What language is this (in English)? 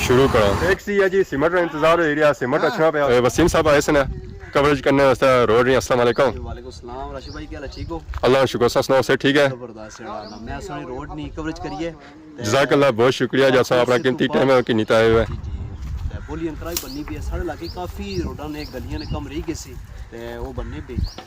Pahari-Potwari